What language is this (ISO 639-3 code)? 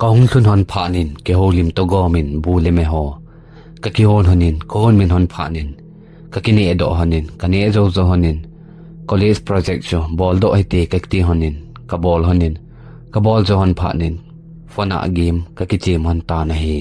tcz